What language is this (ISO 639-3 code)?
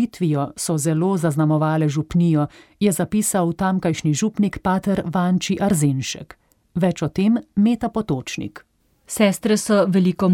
slv